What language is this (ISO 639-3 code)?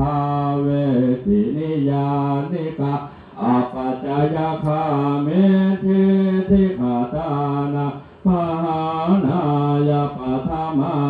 pli